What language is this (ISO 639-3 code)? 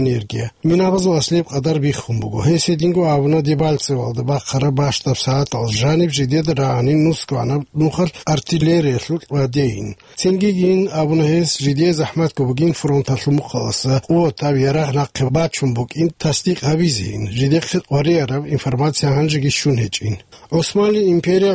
ava